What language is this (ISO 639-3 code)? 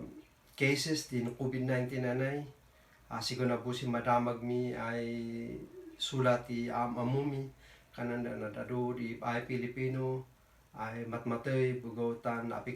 kne